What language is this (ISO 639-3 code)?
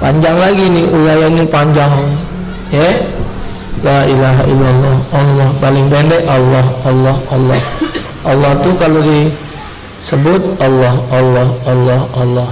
mui